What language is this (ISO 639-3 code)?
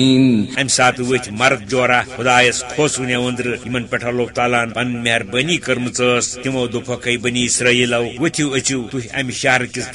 kas